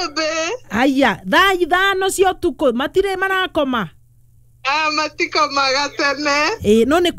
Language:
Kikuyu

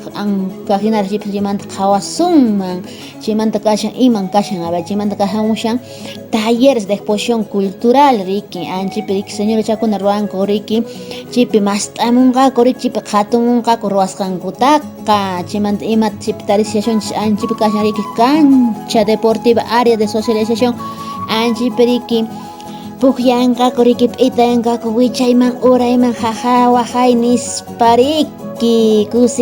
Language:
Quechua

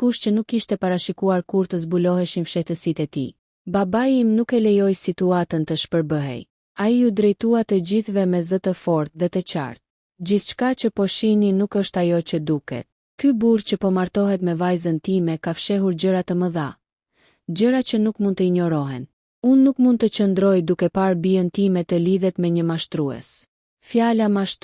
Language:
Albanian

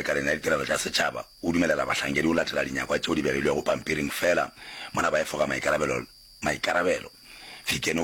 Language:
Northern Sotho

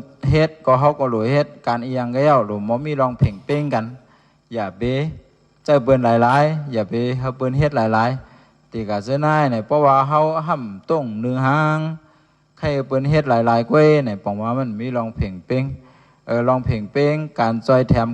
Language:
Shan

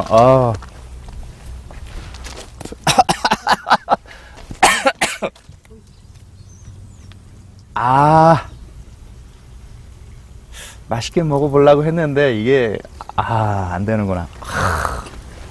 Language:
Korean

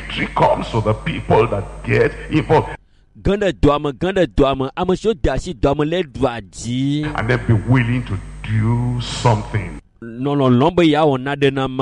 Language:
Ewe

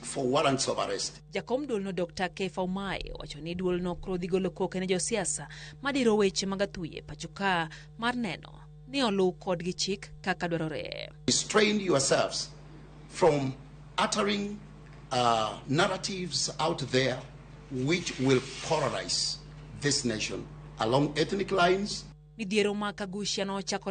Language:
Luo (Kenya and Tanzania)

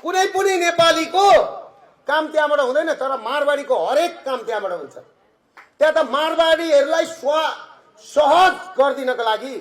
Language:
Nepali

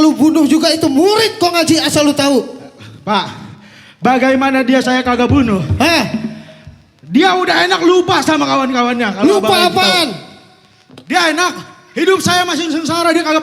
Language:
Betawi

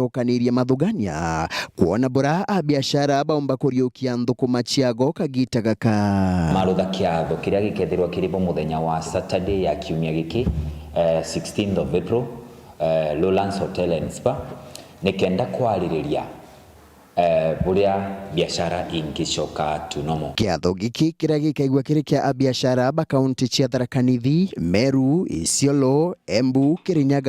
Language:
Meru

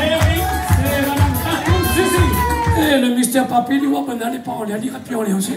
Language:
Réunion Creole French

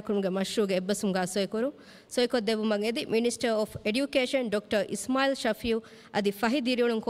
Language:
Divehi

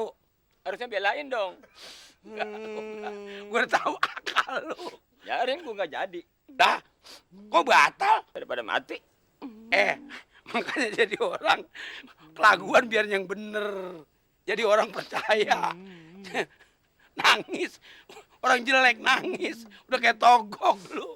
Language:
Betawi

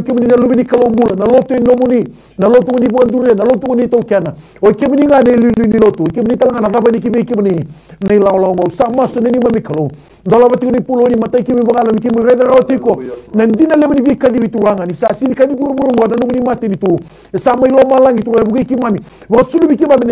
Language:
Fijian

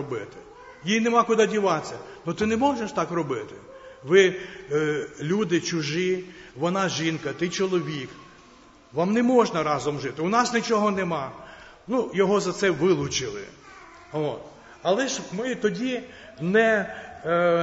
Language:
Ukrainian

